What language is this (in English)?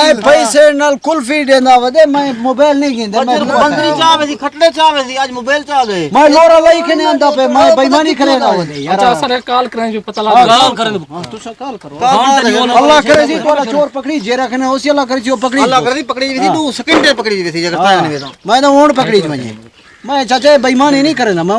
Saraiki